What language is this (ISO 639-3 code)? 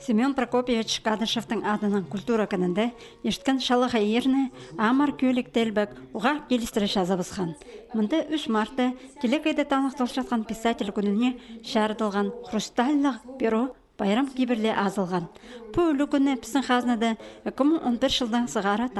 kjh